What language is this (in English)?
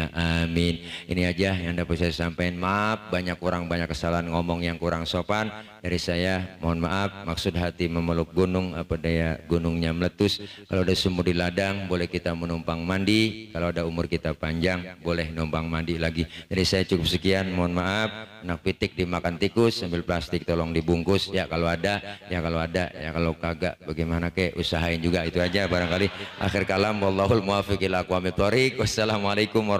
Betawi